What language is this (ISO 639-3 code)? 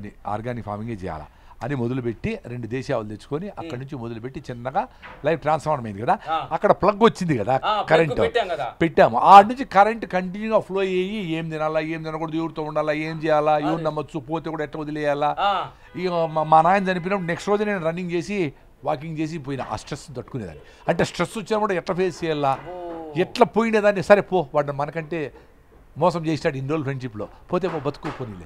tel